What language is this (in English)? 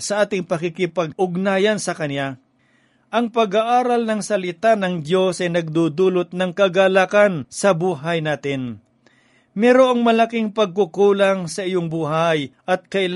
Filipino